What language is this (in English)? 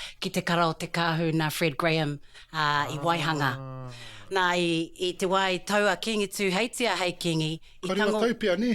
Māori